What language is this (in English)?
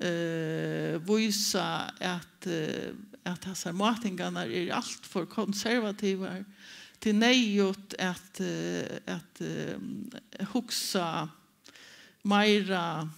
Faroese